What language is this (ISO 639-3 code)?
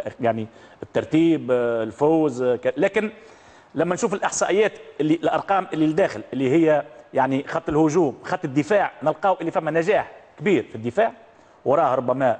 aeb